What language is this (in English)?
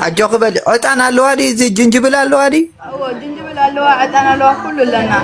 Tigrinya